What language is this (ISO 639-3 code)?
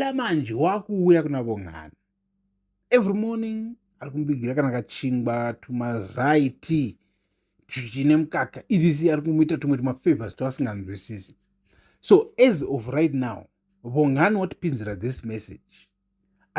sna